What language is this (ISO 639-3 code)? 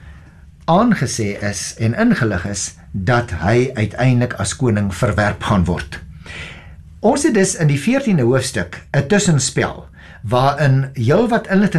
afr